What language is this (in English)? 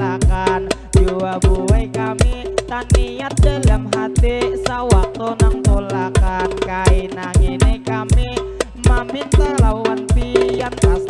Banjar